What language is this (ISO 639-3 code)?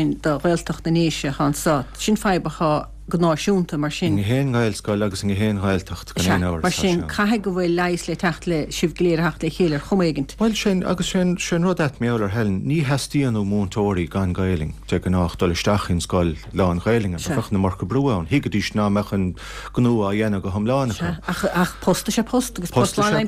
gle